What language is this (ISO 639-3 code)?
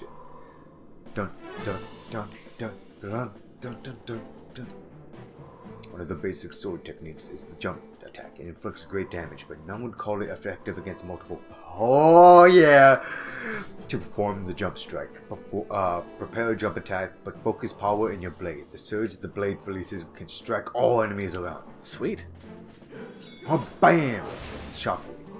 eng